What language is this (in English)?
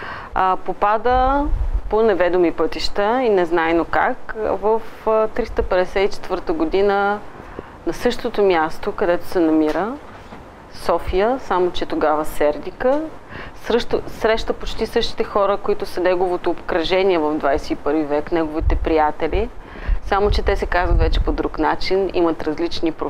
Bulgarian